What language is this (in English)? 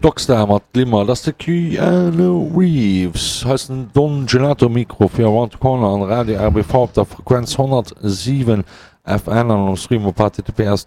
Luxembourgish